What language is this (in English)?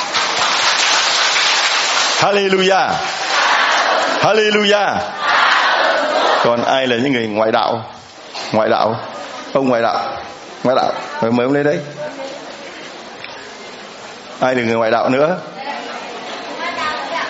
Vietnamese